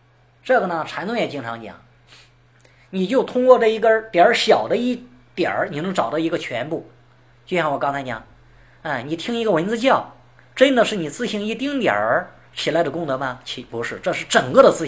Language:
Chinese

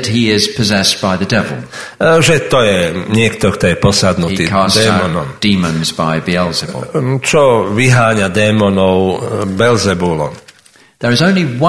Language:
Slovak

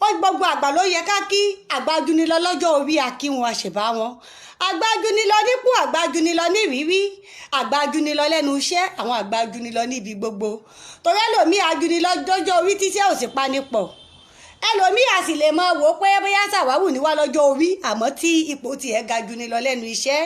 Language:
Yoruba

